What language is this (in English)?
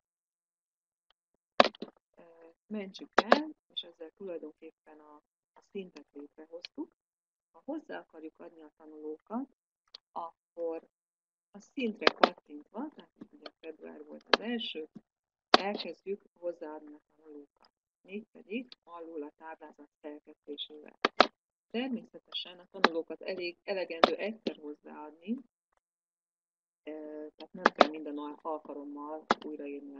Hungarian